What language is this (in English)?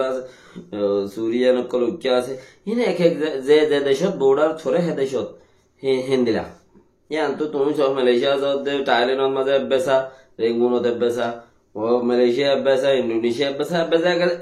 Rohingya